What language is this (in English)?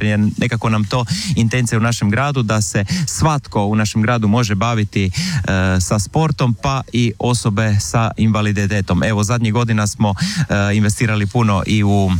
Croatian